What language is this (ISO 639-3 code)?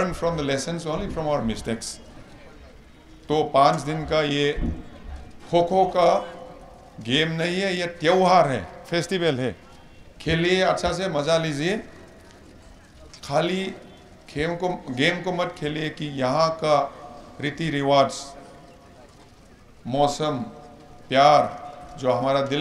hin